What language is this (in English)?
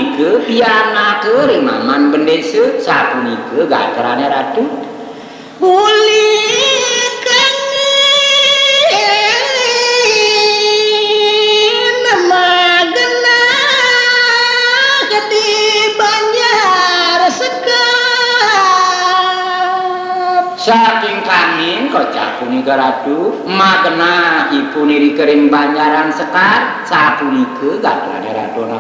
Balinese